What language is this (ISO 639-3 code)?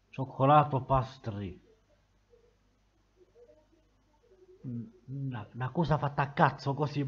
ita